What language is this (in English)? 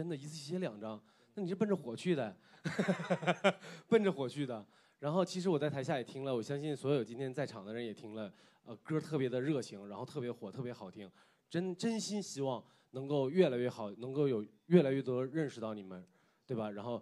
Chinese